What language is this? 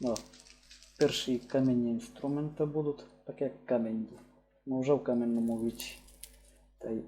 Rusyn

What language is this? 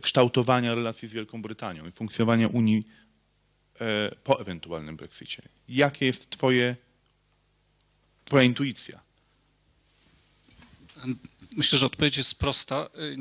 Polish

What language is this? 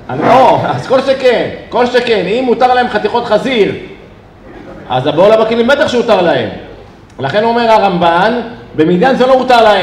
Hebrew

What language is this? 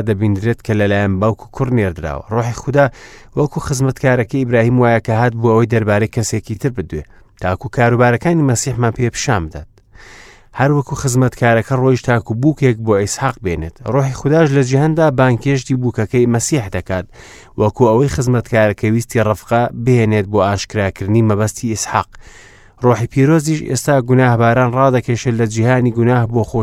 Central Kurdish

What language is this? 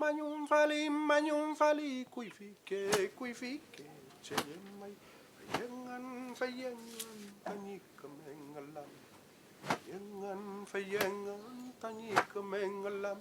Mapuche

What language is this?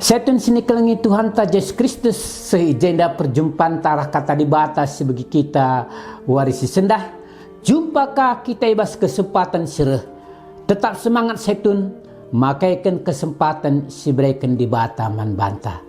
Batak Karo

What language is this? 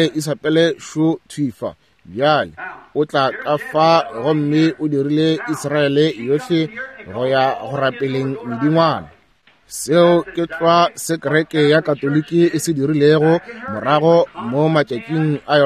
Northern Sotho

